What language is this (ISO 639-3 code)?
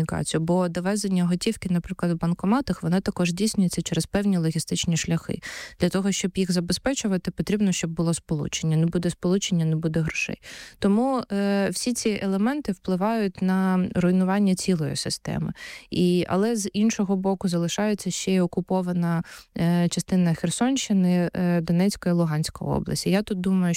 ukr